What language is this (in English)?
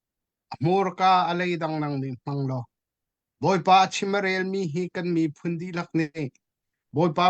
Hakha Chin